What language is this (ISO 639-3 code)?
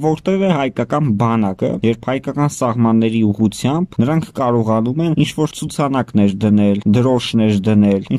hye